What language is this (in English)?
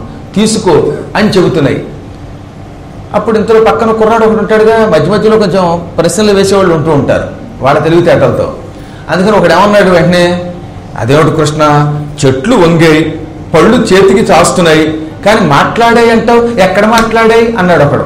Telugu